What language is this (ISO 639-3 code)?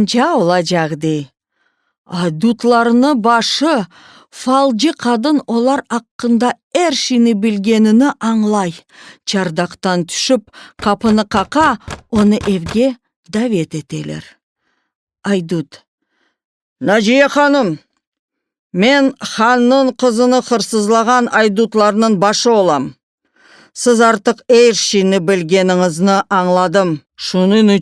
crh